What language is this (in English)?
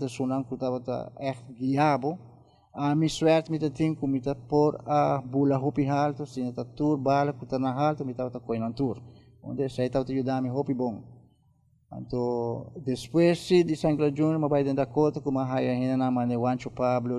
Papiamento